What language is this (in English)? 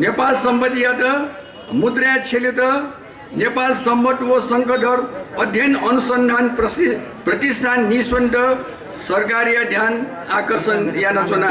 Newari